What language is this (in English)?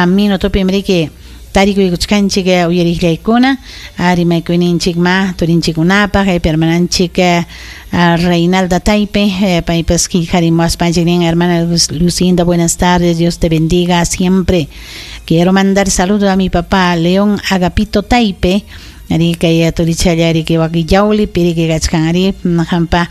Ayacucho Quechua